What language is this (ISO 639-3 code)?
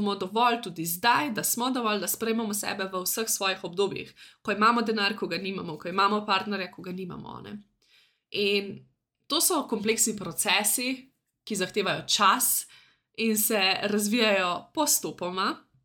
slv